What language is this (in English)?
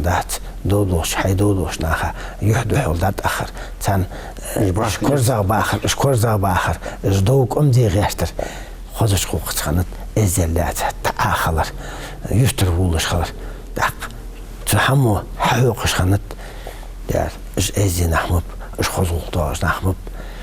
Ingush